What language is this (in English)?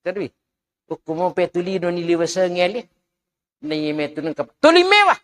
Buginese